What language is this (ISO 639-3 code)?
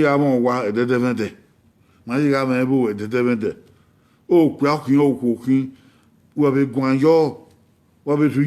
bin